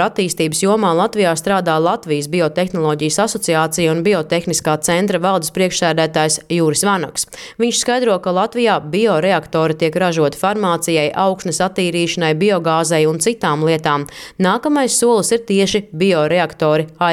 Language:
Latvian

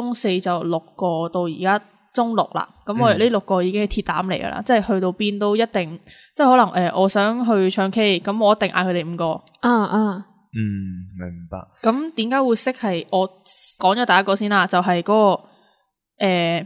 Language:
Cantonese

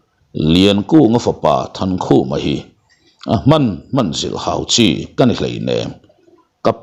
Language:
Mizo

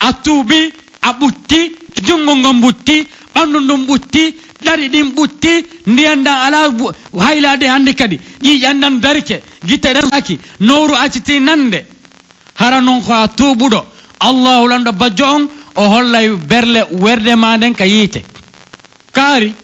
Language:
Pular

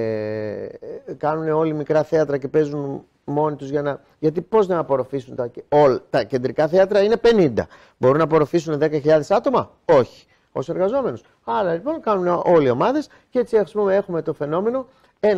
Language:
Greek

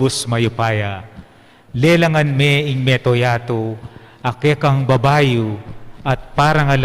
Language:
Pampanga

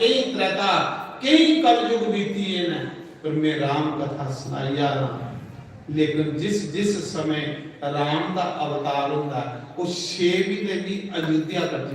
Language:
Dogri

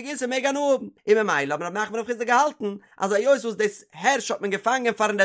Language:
Yiddish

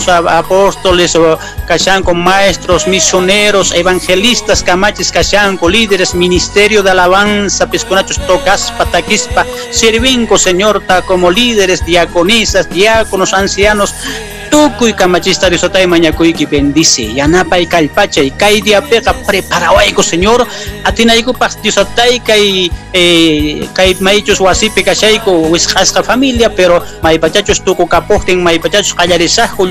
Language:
Quechua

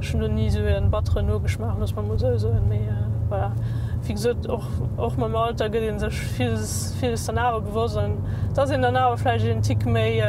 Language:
Luxembourgish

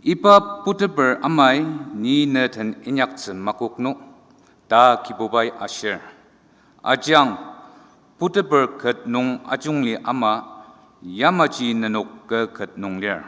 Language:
Ao Naga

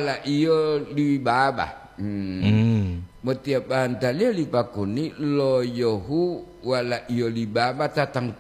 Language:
Gorontalo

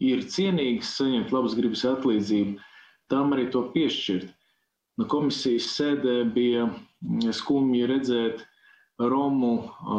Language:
Latvian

